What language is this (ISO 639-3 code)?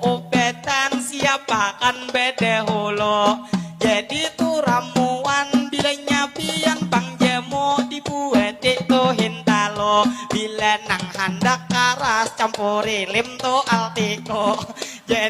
bjn